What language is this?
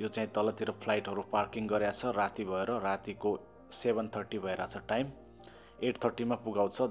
Nepali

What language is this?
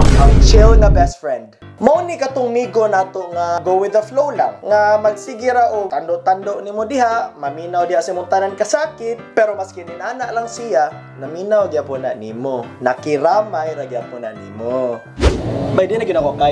Cebuano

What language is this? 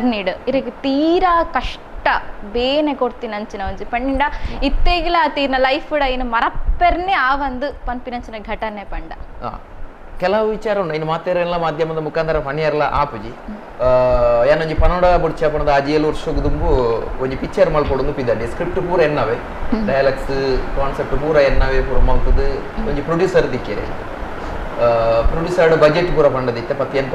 Tulu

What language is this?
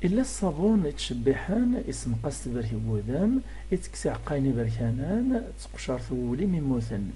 Kabyle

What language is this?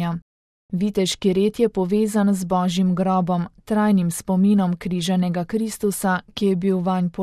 Slovenian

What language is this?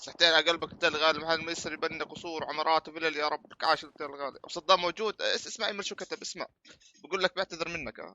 North Levantine Arabic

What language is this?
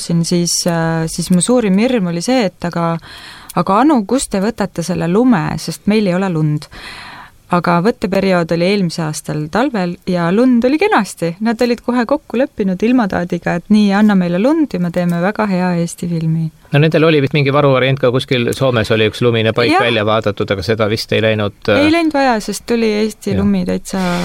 Estonian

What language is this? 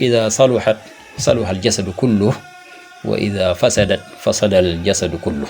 Wolof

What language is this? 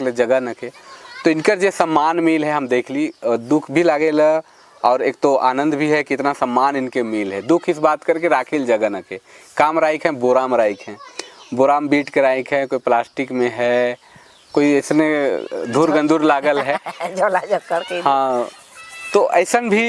Sadri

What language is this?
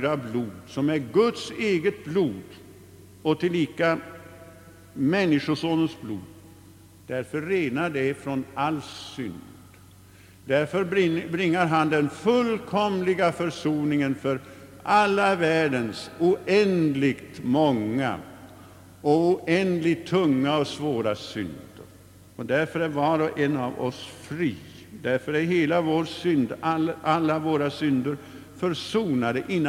Swedish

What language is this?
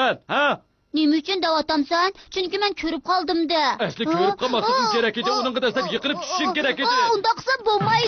Uyghur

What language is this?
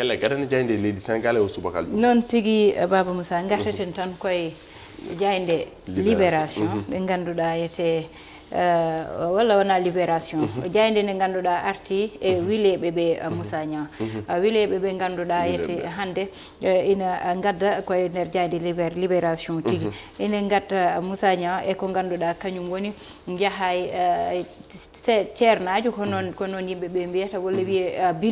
Fula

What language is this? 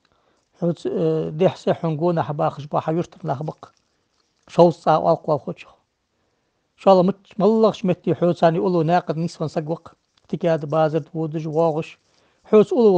Ingush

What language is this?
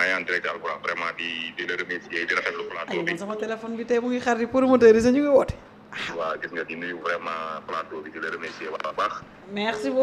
Wolof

